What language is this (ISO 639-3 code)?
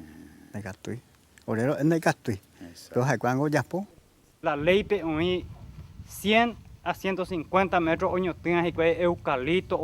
grn